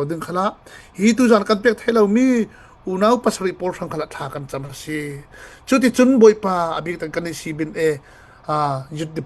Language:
Falam Chin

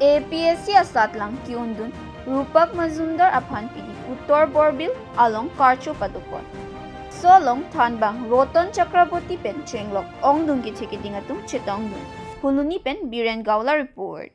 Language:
Karbi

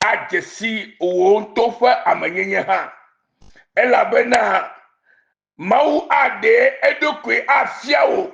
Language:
Ewe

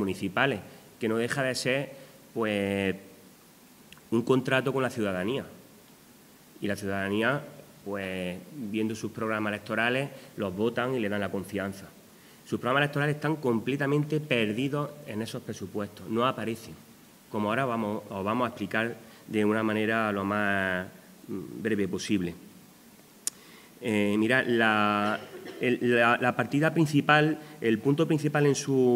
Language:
Spanish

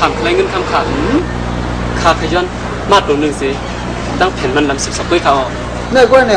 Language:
Shan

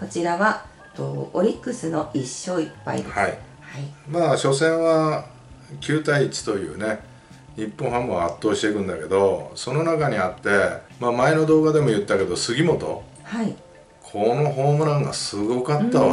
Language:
Japanese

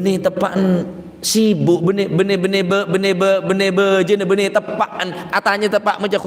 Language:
Madurese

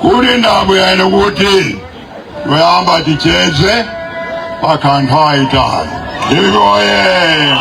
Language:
Nyanja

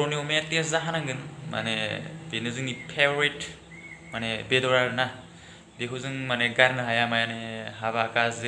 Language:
Bodo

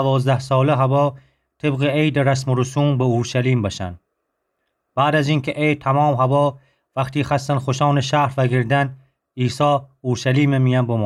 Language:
Gilaki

